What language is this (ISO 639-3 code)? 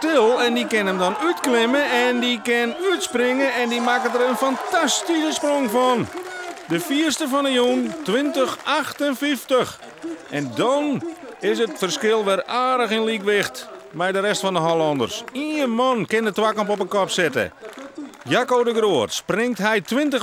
fry